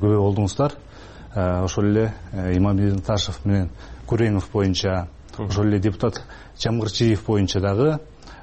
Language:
Kyrgyz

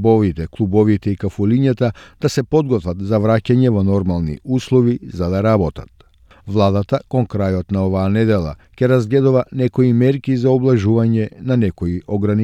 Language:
Macedonian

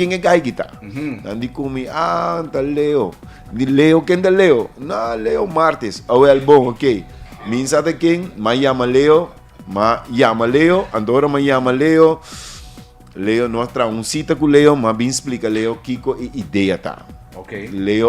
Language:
Papiamento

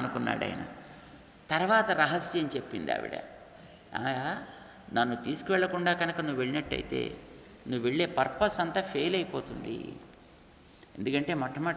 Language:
Telugu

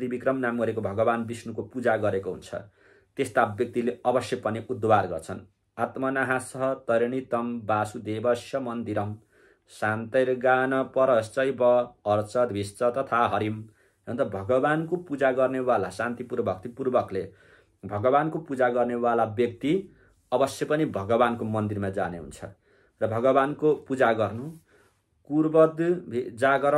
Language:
Nepali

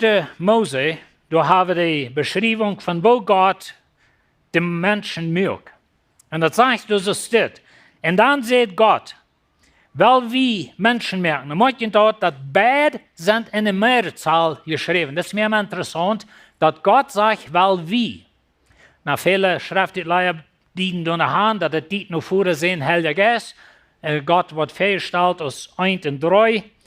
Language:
Plautdietsch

